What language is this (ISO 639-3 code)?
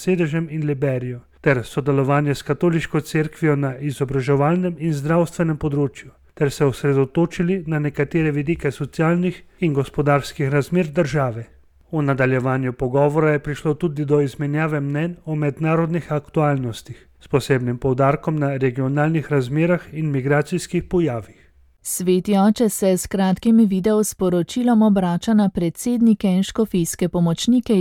slv